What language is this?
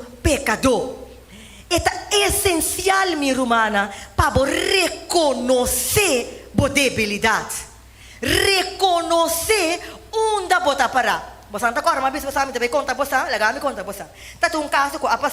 Papiamento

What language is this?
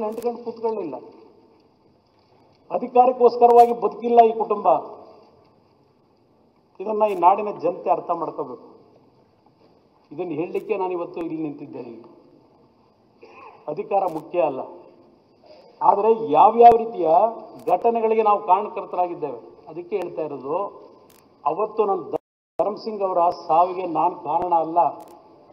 Kannada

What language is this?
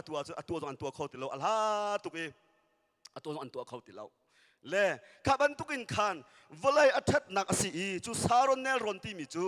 Hakha Chin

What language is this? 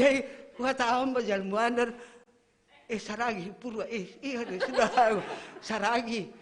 Batak Simalungun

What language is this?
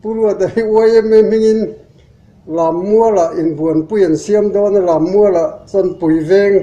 Mizo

